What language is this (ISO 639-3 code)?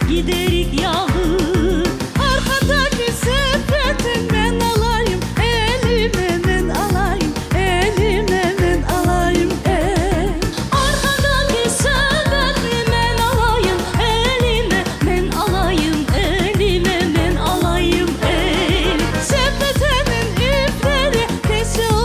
crh